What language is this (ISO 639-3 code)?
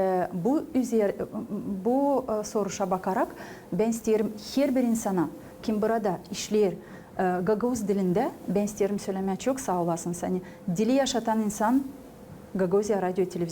gag